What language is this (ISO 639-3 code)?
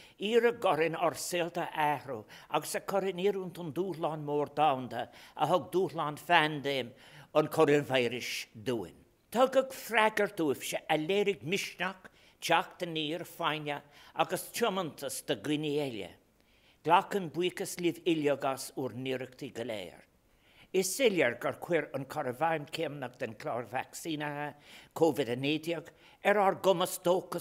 gle